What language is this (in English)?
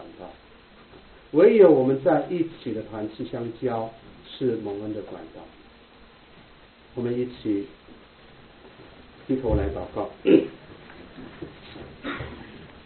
Chinese